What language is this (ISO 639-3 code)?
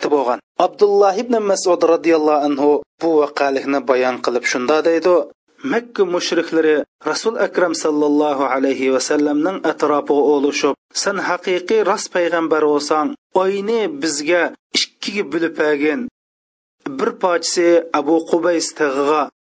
uig